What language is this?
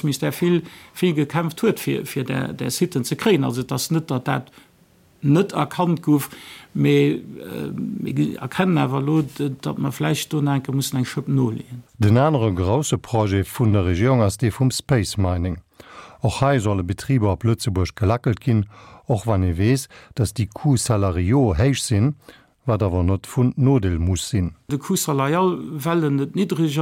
Luxembourgish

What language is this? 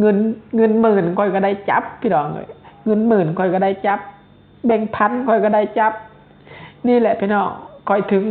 Lao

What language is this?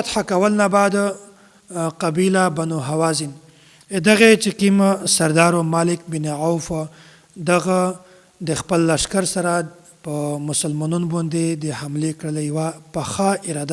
Pashto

